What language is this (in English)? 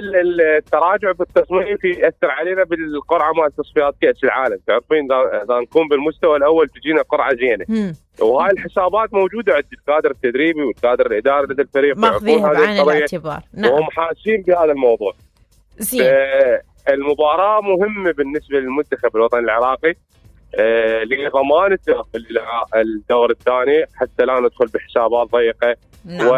Mesopotamian Arabic